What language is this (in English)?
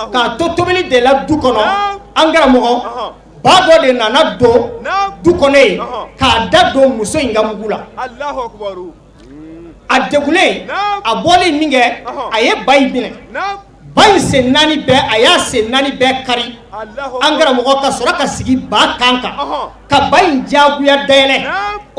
Bambara